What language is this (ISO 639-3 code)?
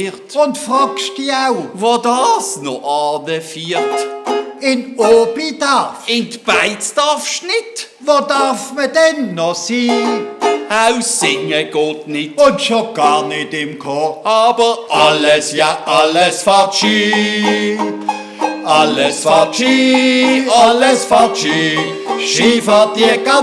gsw